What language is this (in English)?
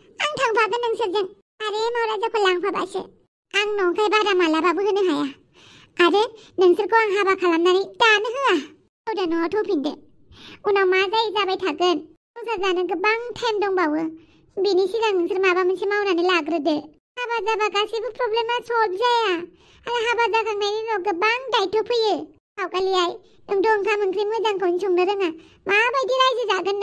Bodo